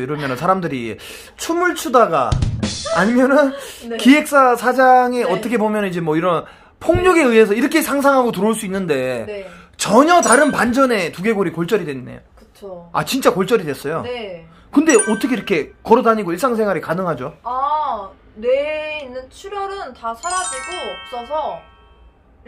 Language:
Korean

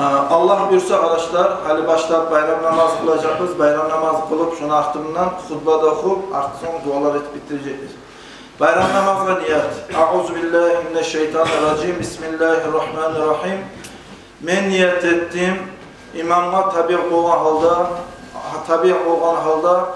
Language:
Kumyk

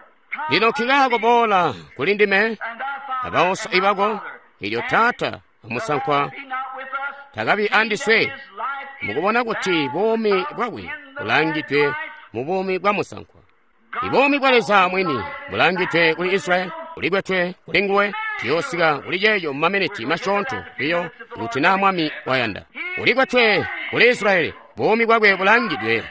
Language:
Tonga (Zambia)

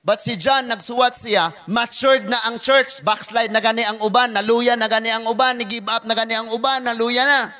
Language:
Cebuano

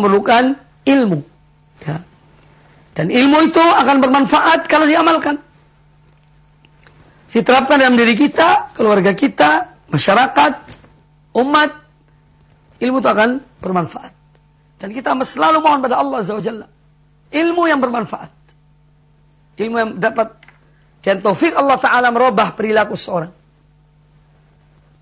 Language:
Indonesian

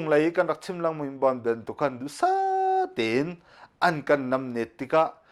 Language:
Hakha Chin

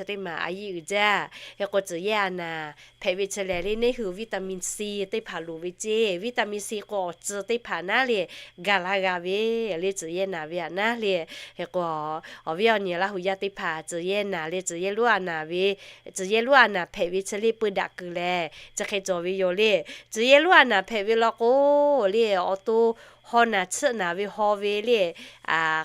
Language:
Lahu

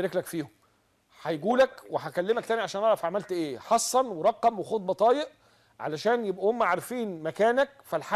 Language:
Egyptian Arabic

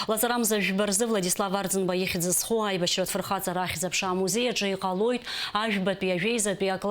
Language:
Abkhazian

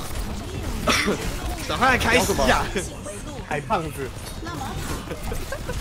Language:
Chinese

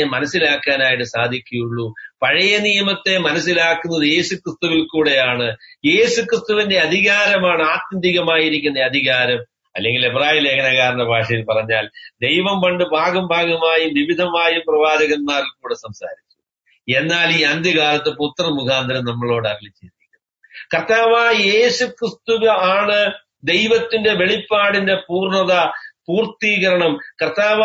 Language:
Malayalam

